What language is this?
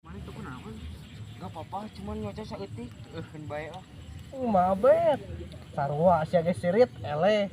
Sundanese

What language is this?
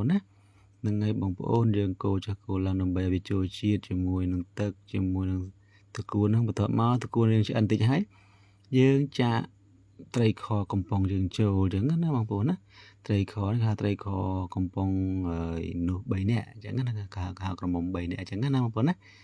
Khmer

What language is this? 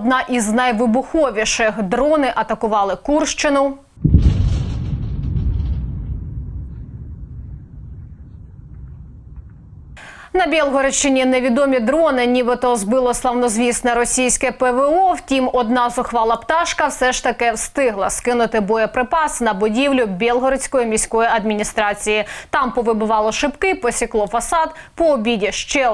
Ukrainian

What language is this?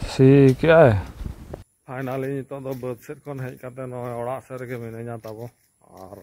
Santali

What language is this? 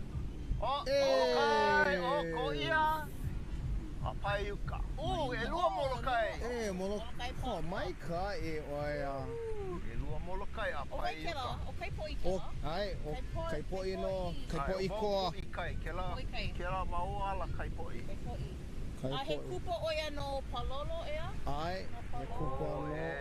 Hawaiian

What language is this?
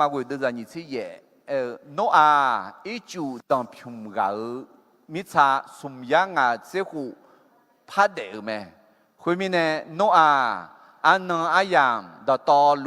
Akha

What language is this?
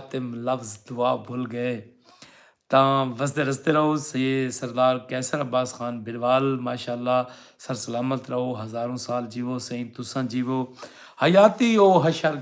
Saraiki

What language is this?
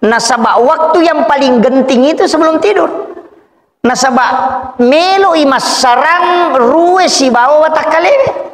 Buginese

